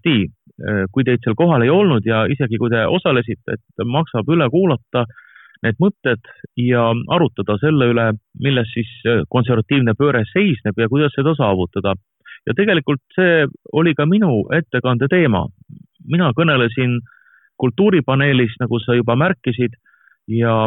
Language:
Estonian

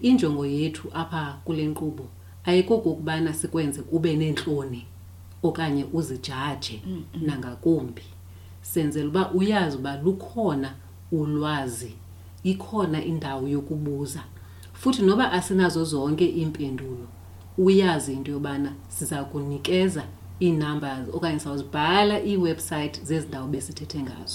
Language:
Xhosa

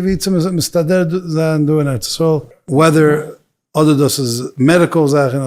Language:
Yiddish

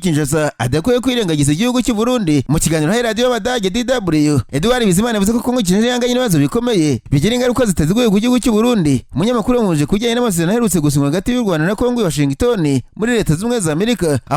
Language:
Kinyarwanda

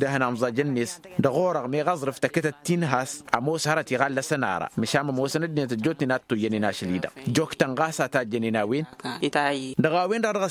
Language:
Tamasheq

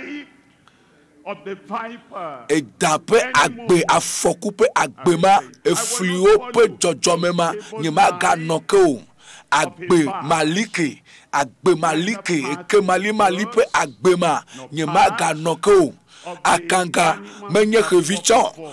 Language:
Ewe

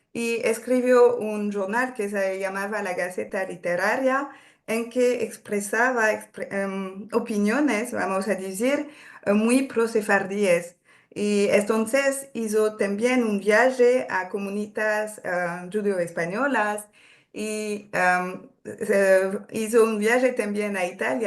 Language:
Ladino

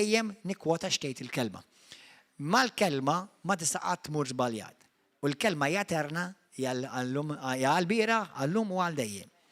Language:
Maltese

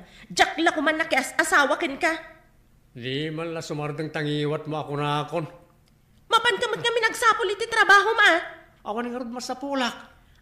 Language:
Iloko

